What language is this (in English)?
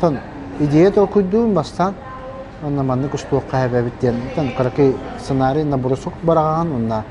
Yakut